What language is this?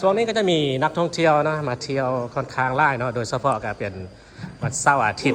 Lao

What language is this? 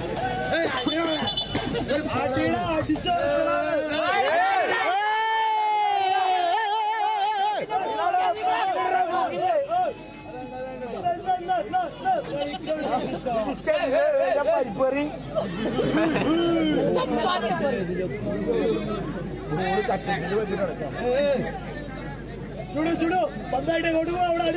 Malayalam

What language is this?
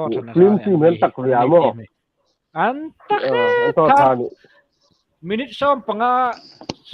Hmar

